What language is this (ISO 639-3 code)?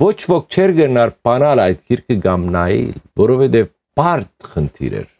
hyw